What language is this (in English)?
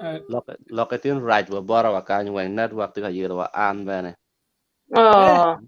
Acoli